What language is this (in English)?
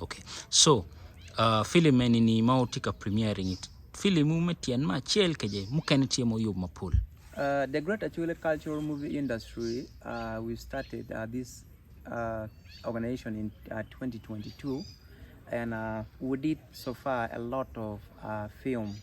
Acoli